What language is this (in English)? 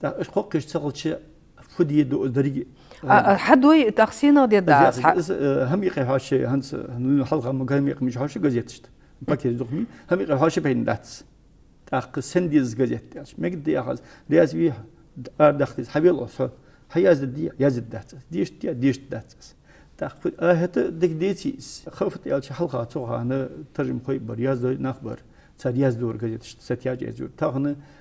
Ingush